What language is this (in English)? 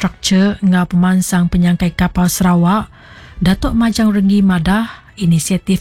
Iban